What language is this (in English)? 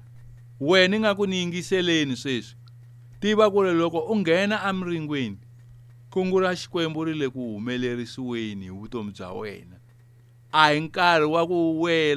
Tsonga